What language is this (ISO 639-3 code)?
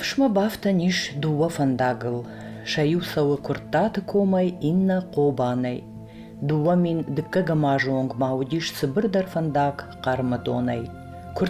oss